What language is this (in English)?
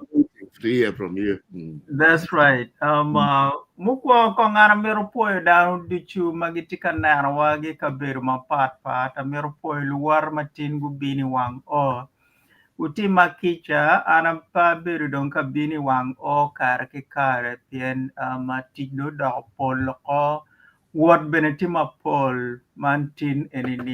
Acoli